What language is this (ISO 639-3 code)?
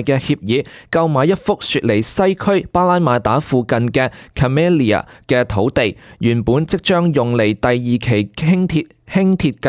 yue